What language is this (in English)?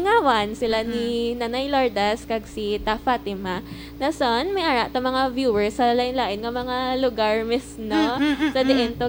Hiligaynon